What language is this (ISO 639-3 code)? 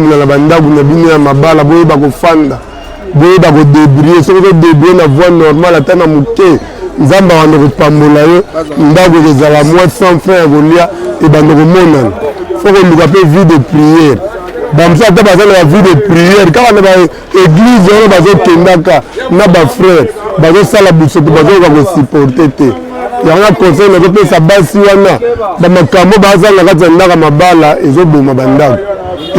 lin